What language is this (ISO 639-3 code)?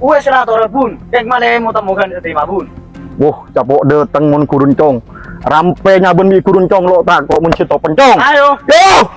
mad